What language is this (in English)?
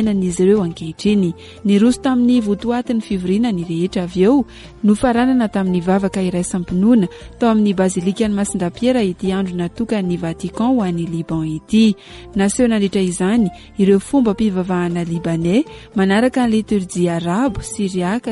Malagasy